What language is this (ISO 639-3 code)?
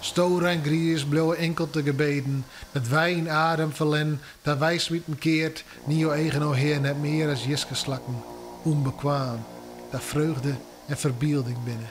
fry